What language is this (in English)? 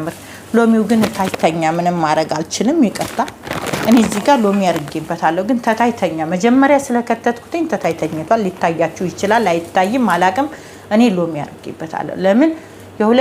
Amharic